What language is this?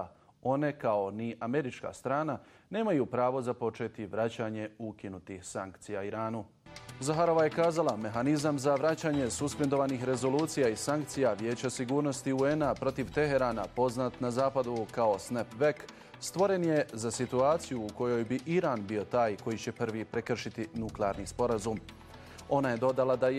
Bosnian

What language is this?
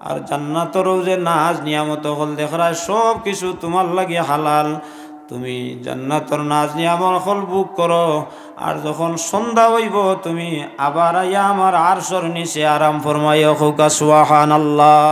Sylheti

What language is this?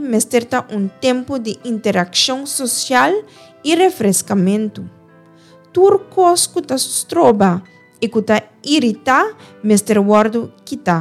Papiamento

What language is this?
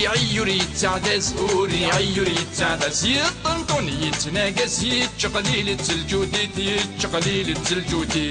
Kabyle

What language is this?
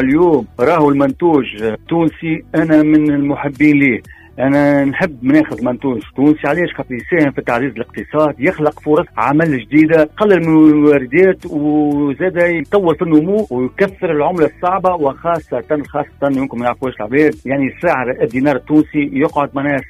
Tunisian Arabic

